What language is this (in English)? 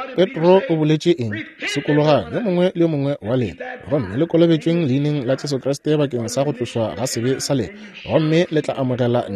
Northern Sotho